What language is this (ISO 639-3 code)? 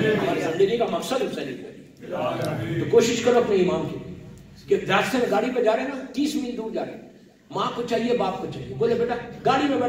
urd